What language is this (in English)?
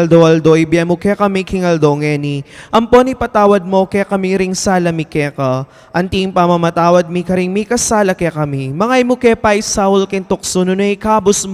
Pampanga